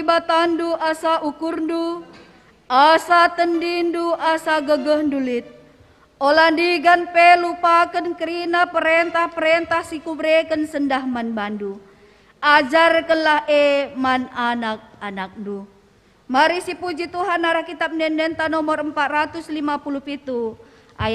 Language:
Batak Karo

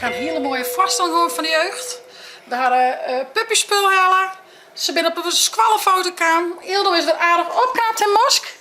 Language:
Western Frisian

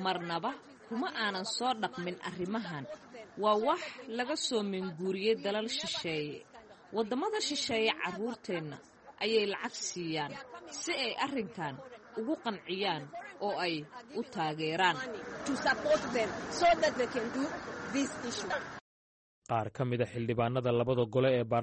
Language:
Somali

